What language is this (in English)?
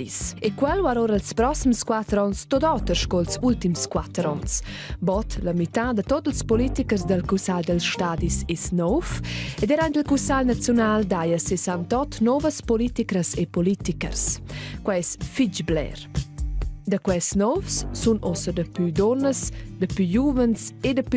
Romansh